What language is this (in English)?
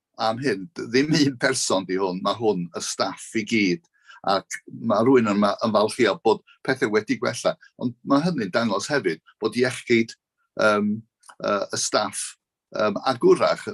Welsh